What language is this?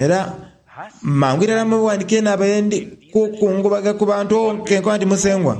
Soga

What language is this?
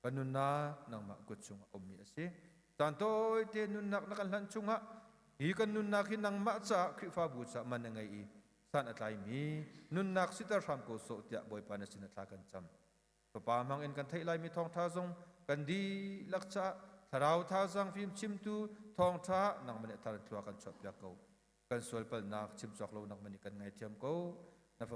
Hakha Chin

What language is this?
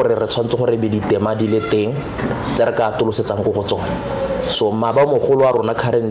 Tswana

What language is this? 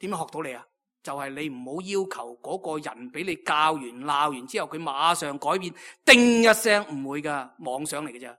Cantonese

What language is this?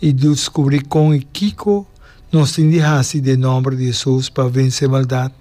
Papiamento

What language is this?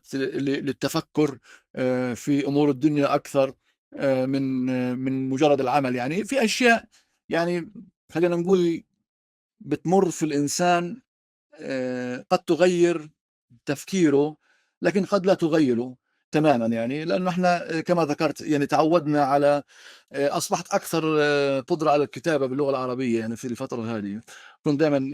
North Levantine Arabic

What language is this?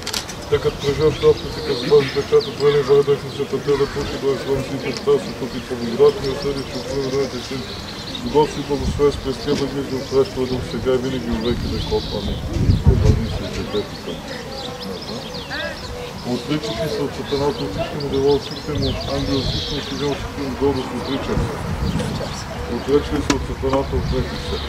Bulgarian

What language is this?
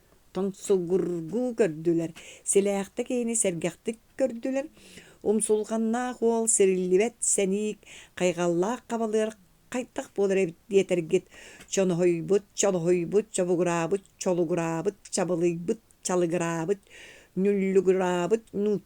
Yakut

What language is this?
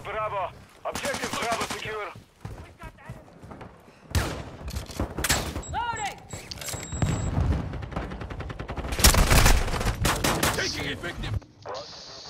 Croatian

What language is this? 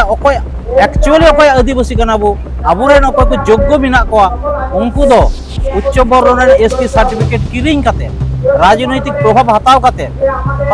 Santali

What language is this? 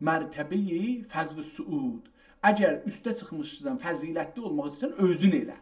South Azerbaijani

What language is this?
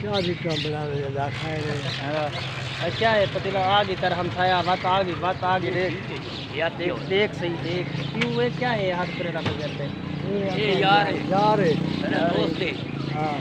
Saraiki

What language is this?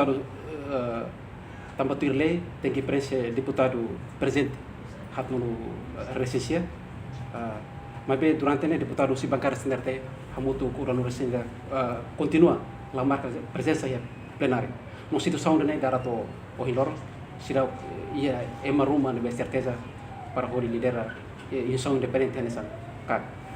Tetum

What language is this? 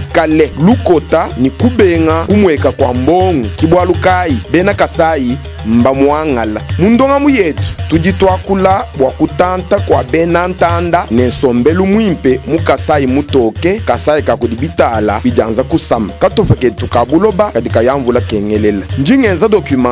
Luba-Lulua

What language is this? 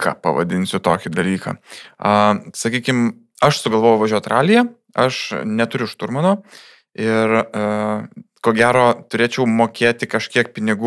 Lithuanian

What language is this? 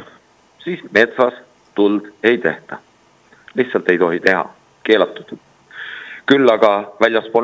Estonian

